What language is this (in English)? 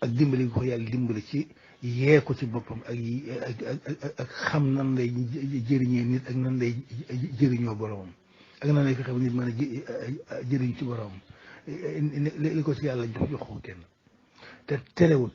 Wolof